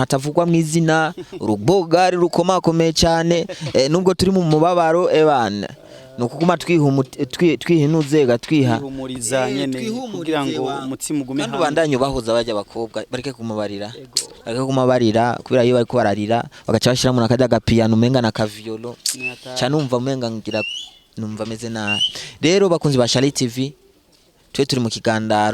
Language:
Rundi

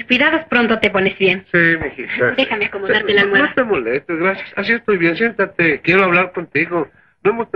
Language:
Spanish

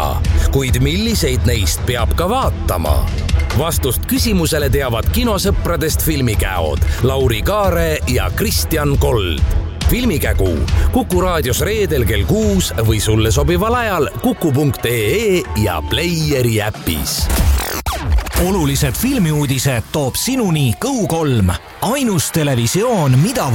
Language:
Estonian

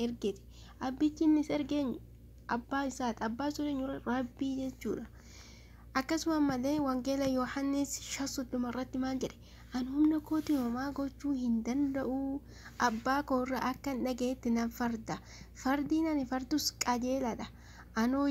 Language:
Oromo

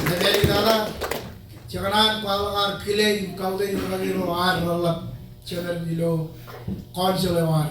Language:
Marshallese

